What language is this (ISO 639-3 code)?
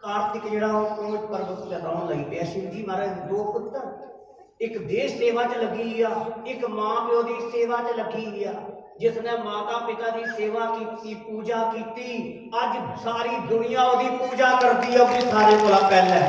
doi